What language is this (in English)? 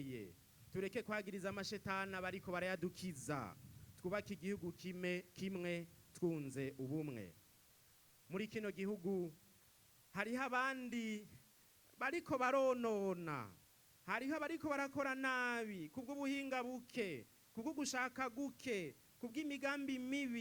Rundi